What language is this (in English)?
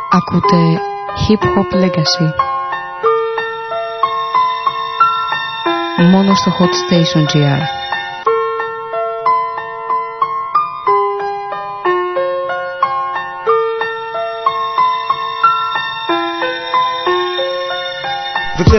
Greek